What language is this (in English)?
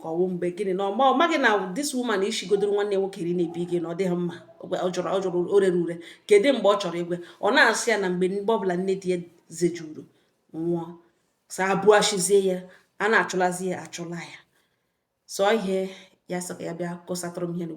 Igbo